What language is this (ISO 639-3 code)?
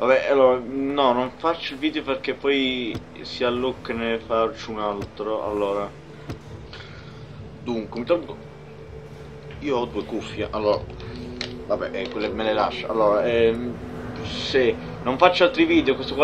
ita